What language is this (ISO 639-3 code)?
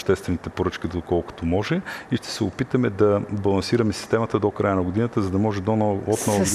bul